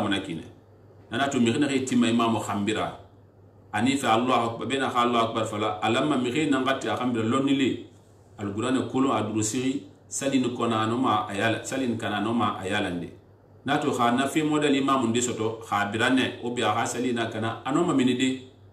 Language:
Susu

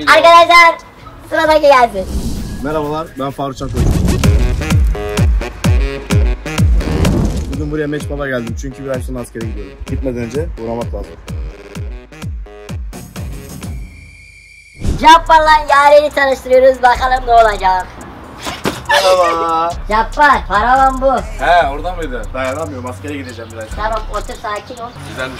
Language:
Turkish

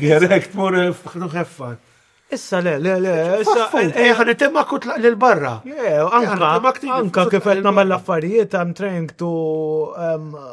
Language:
Maltese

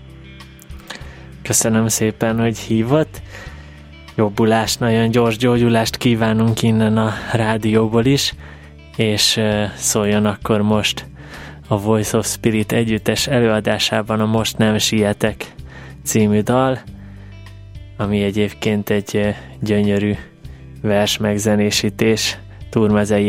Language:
Hungarian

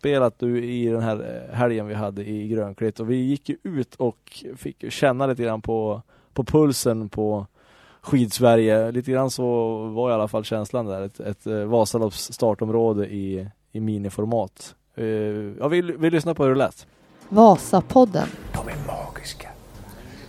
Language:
Swedish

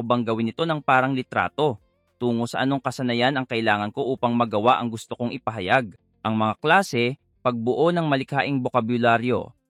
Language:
Filipino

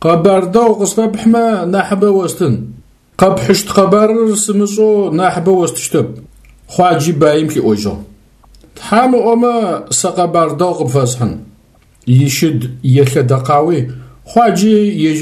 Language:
Adyghe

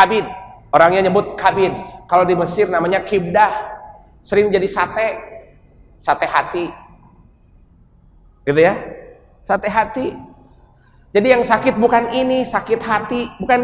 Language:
Indonesian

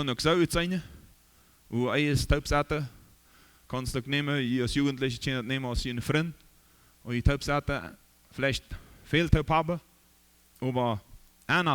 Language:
Plautdietsch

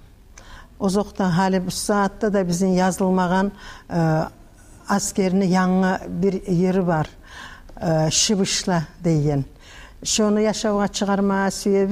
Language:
Kumyk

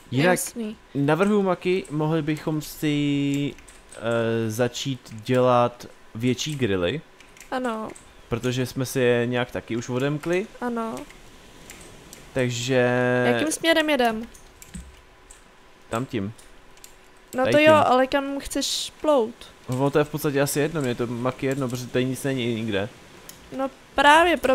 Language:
Czech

